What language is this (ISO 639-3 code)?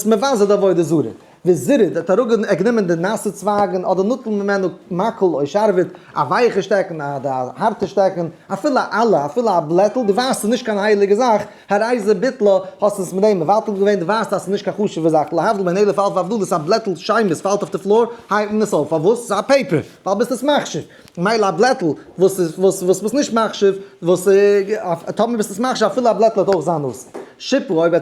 yid